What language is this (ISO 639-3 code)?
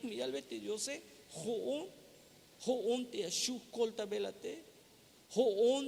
tzh